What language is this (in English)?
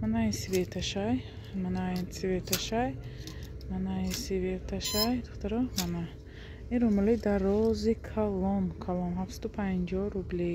Tajik